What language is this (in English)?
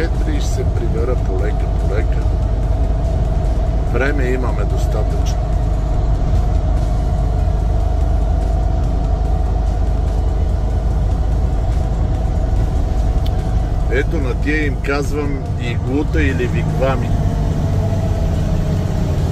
Bulgarian